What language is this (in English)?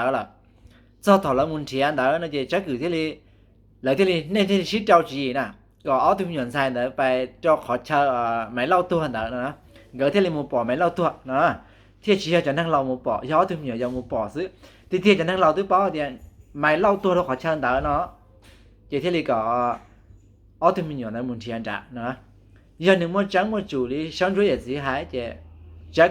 Hmong